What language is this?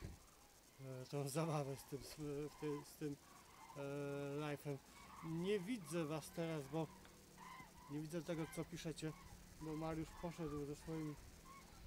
Polish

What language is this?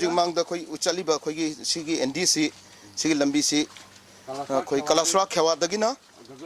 Manipuri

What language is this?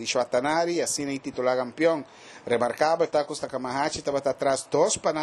Papiamento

